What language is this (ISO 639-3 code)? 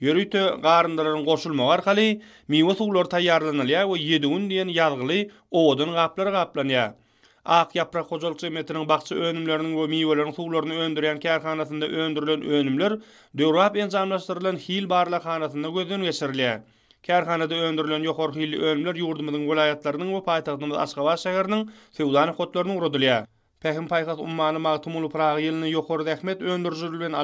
tuk